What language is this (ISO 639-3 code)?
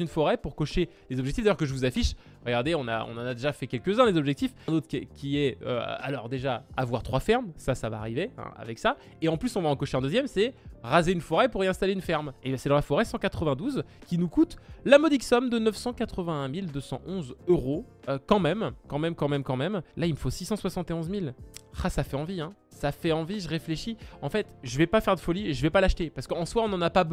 fra